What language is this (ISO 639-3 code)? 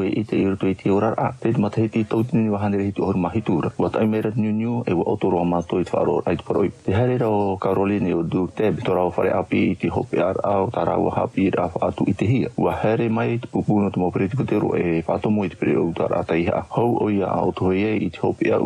tah